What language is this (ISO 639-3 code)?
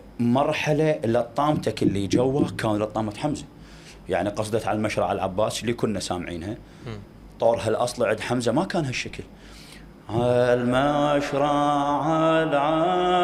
acm